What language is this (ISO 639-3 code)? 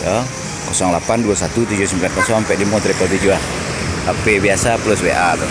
min